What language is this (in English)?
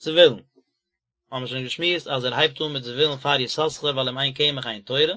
Yiddish